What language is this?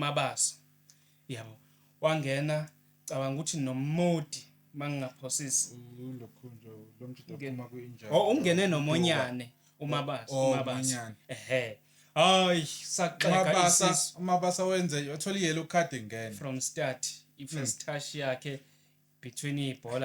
Zulu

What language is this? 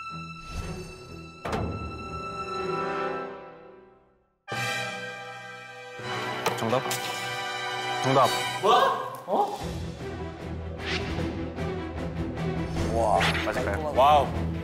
Korean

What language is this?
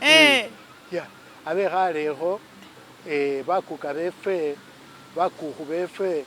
Masaaba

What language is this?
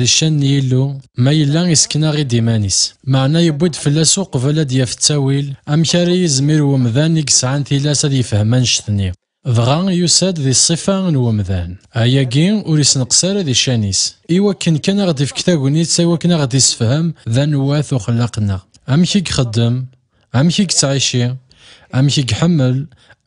Kabyle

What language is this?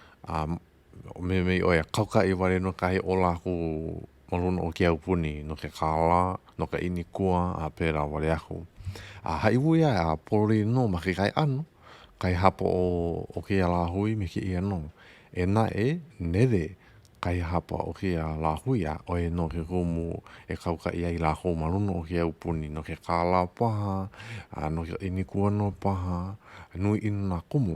Hawaiian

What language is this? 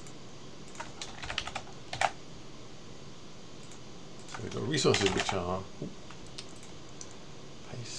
English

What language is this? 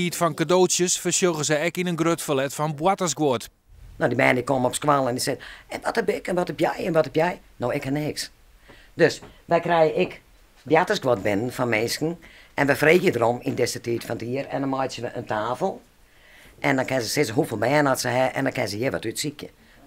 Western Frisian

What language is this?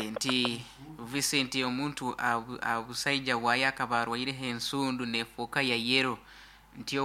Nyoro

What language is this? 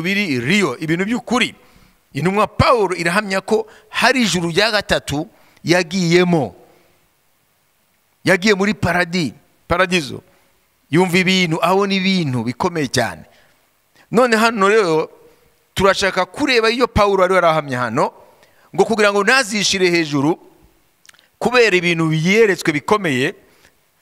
Kinyarwanda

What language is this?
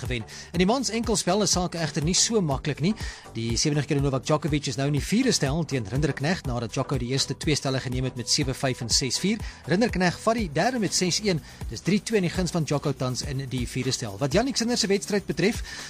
Afrikaans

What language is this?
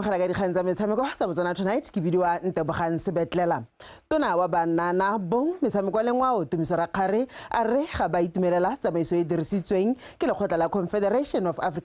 Tswana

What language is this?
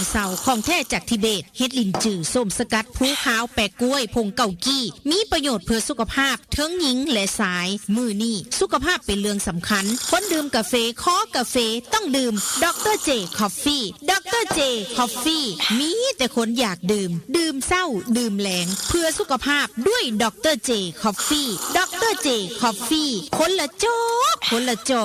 Northeastern Thai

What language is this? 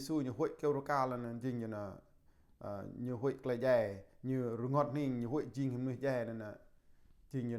Jarai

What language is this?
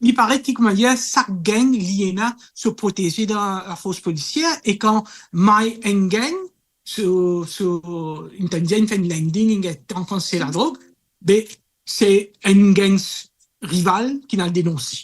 Morisyen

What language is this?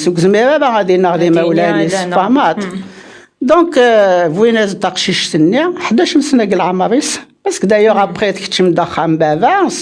Kabyle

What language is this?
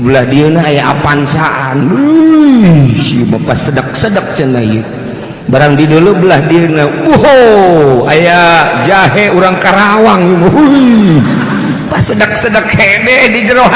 Sundanese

